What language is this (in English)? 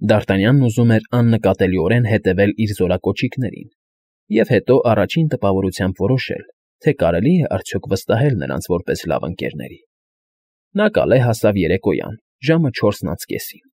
Armenian